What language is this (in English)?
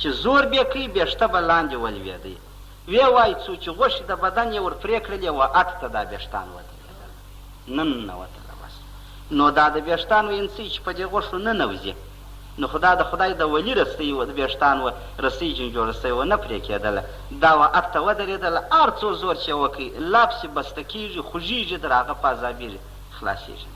Pashto